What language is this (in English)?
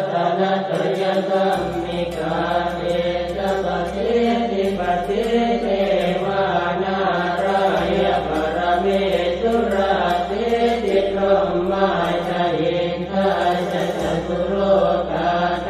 Pali